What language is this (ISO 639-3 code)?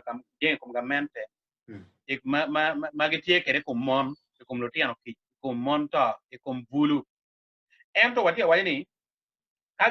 ach